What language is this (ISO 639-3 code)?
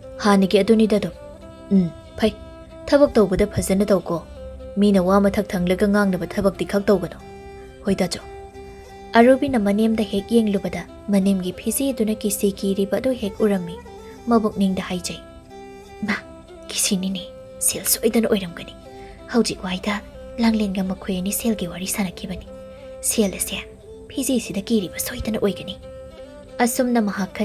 mni